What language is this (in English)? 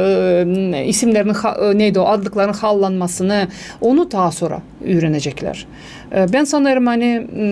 Gagauz